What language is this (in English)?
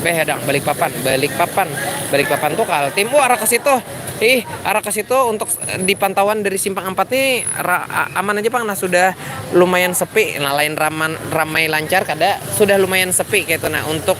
Banjar